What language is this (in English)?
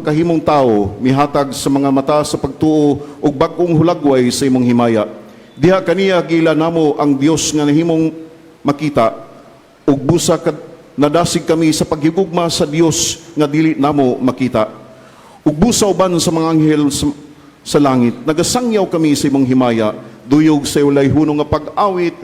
Cebuano